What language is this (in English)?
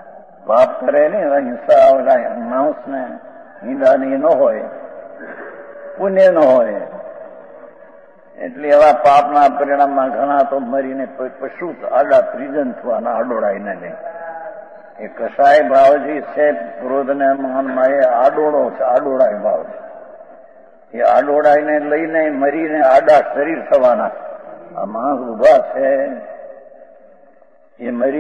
Gujarati